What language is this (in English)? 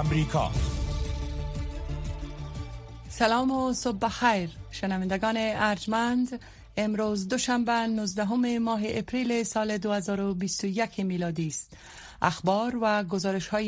Persian